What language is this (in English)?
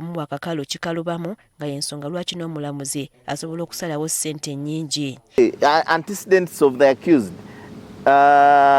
Ganda